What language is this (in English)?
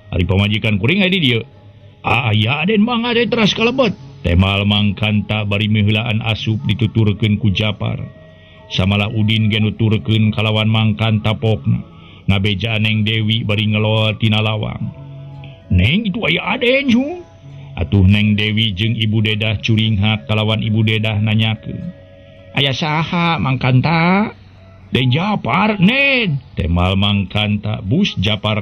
Sundanese